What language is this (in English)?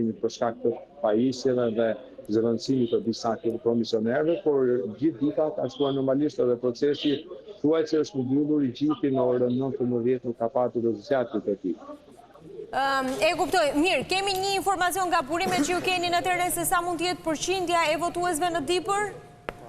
Albanian